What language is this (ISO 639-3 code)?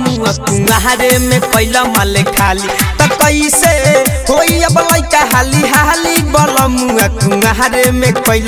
bho